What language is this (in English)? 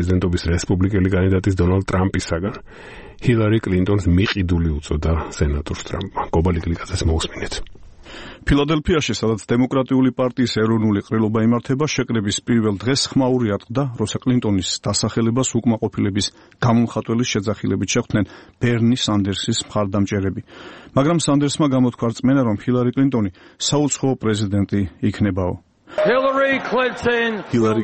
Georgian